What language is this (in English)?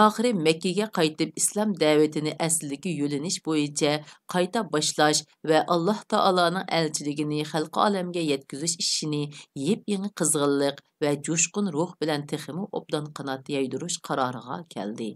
Uyghur